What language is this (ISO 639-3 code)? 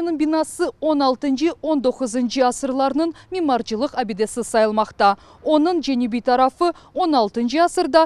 crh